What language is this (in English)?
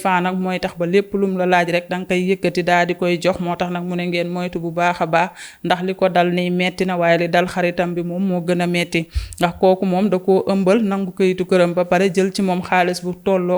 Wolof